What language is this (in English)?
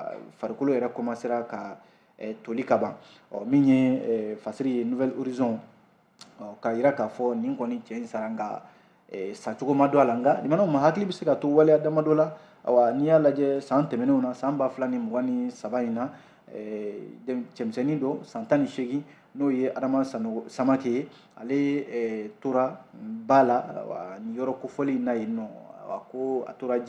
Bambara